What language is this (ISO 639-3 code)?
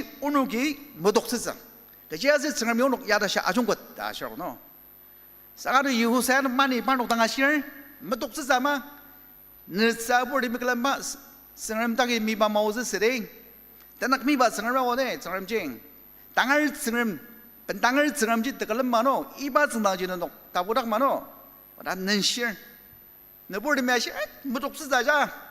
njo